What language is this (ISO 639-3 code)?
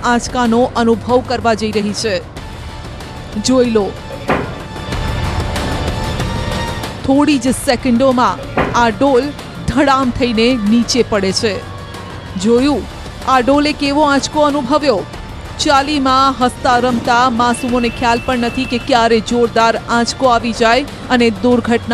guj